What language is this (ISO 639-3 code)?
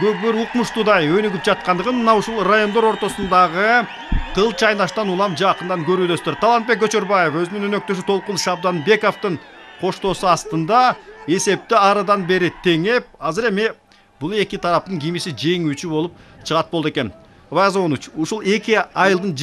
kir